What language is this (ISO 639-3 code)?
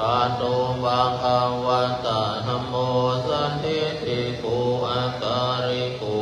pli